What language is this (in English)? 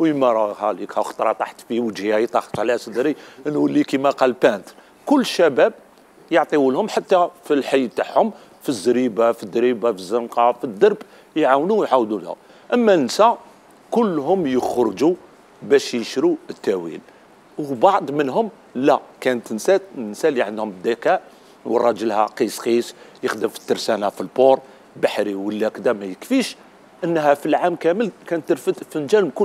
Algerian Arabic